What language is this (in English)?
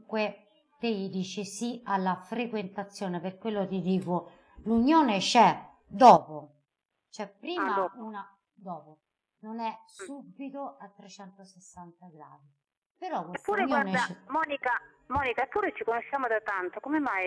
Italian